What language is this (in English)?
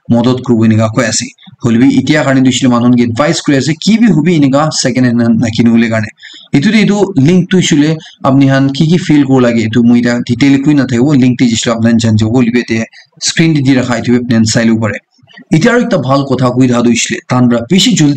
Naga Pidgin